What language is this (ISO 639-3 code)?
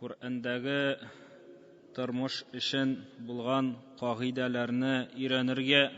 tat